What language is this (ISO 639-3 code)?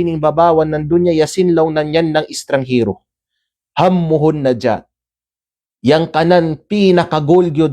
kqe